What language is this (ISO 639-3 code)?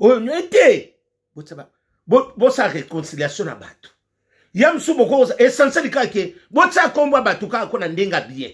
lin